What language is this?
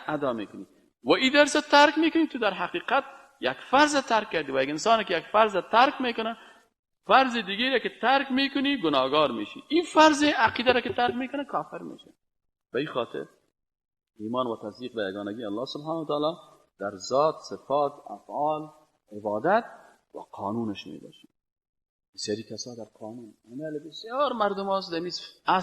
Persian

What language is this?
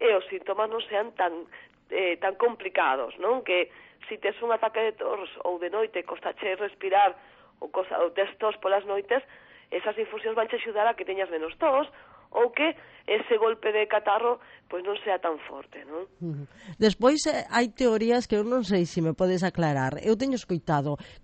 Galician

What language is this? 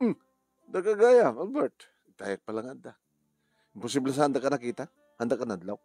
Iloko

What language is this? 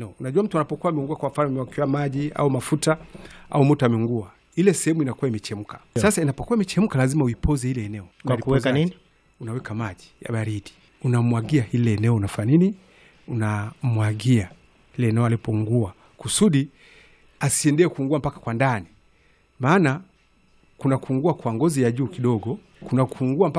Swahili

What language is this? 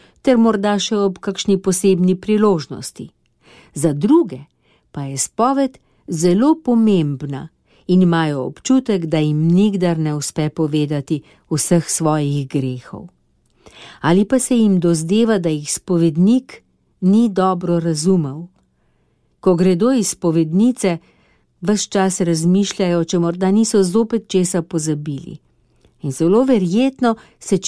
Slovenian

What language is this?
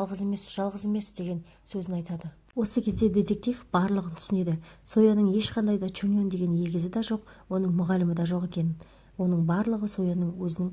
Kazakh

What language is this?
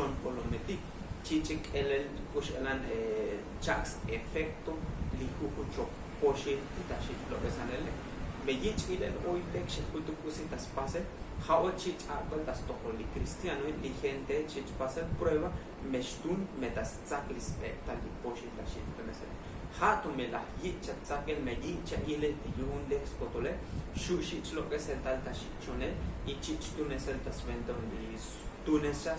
Tzotzil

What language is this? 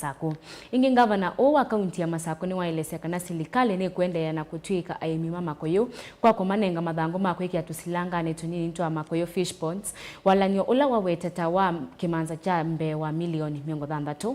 Kamba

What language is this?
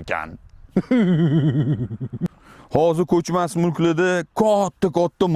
Uzbek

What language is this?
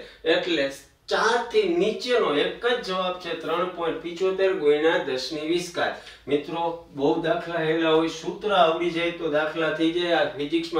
Gujarati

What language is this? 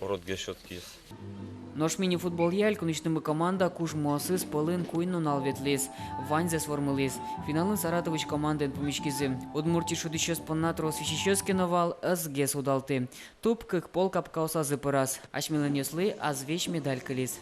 Udmurt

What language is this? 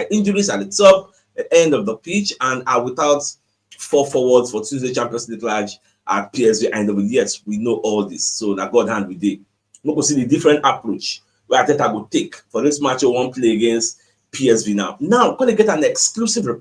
Nigerian Pidgin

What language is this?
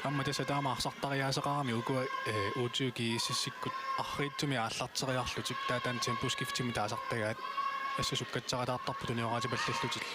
Kalaallisut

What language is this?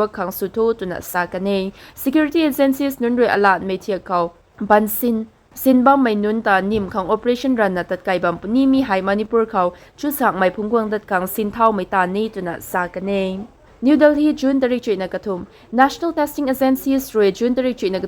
Rongmei Naga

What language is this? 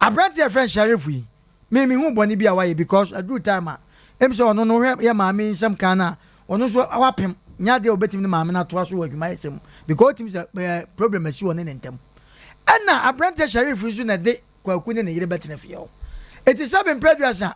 Akan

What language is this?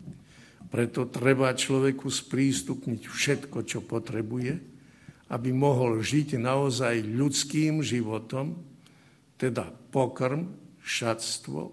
Slovak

